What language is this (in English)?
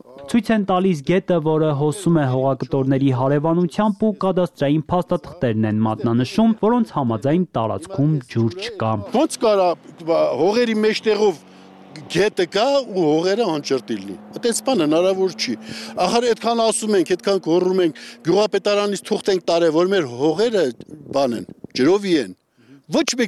Armenian